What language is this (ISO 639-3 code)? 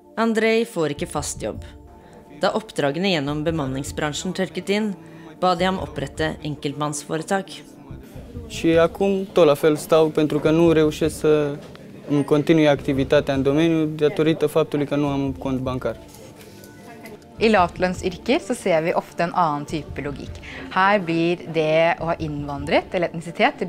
nor